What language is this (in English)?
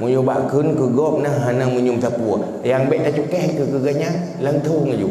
Achinese